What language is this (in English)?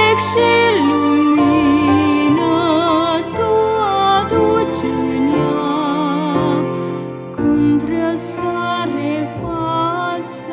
Romanian